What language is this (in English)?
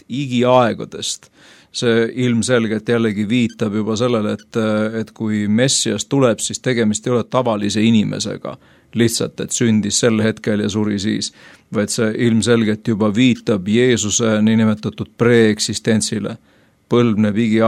Estonian